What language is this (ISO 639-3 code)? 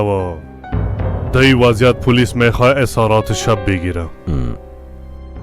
fas